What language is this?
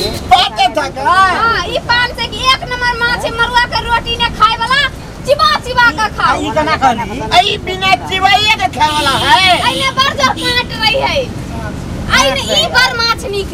Maithili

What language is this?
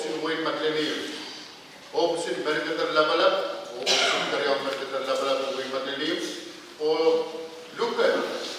Pohnpeian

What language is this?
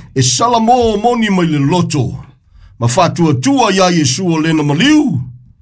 Samoan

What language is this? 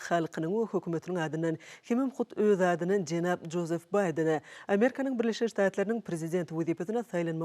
Turkmen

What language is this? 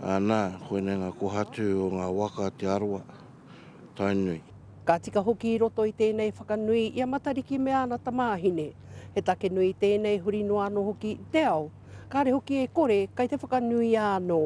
Māori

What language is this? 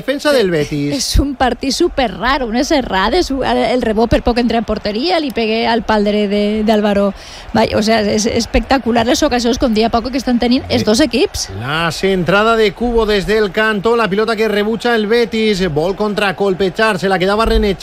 Catalan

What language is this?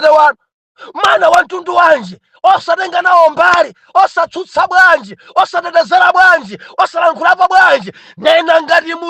Nyanja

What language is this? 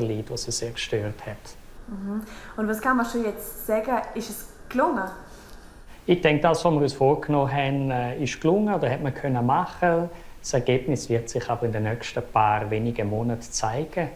Romansh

